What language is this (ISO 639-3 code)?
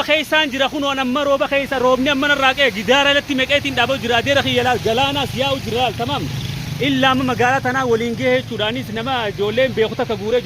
orm